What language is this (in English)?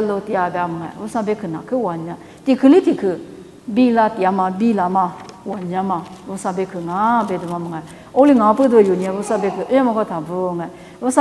Lisu